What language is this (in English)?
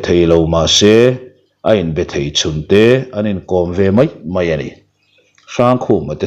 Mizo